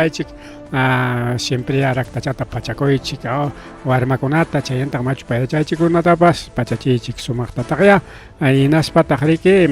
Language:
Ayacucho Quechua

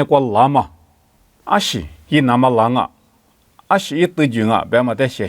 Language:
Lisu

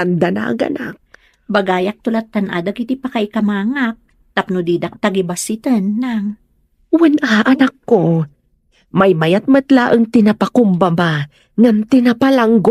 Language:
Iloko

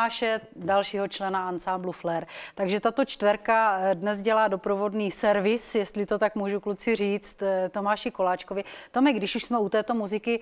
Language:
Czech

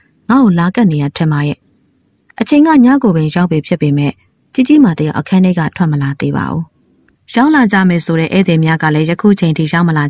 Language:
Burmese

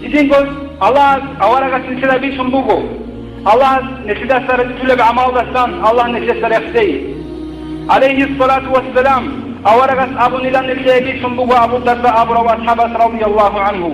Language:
Avaric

